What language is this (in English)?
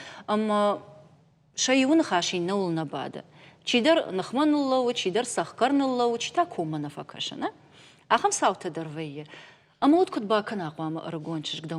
Ossetic